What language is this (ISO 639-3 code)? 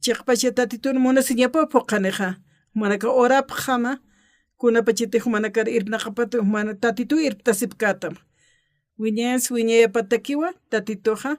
aym